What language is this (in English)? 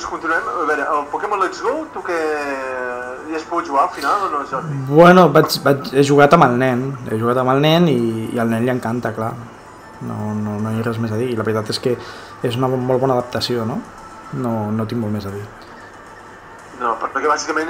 Catalan